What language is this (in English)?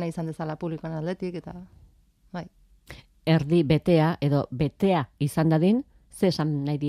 Basque